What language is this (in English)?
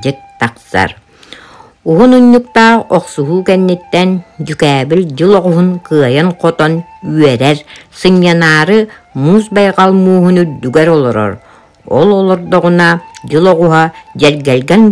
Yakut